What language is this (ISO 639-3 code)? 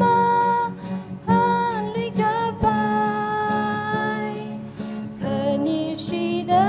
nmf